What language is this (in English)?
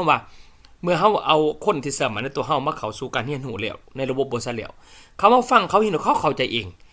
Lao